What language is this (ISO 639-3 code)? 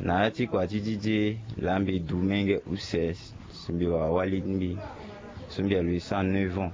sag